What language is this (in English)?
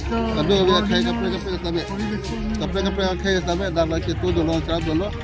Karbi